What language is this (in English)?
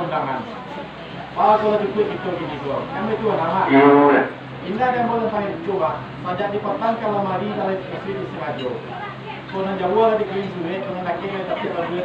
Minangkabau